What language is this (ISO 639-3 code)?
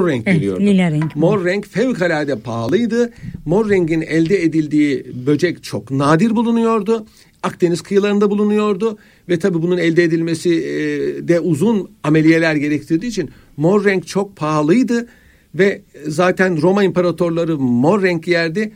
tur